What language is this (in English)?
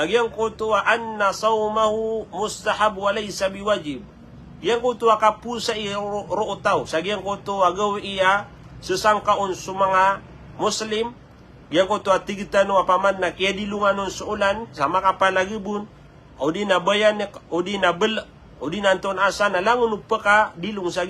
Maranao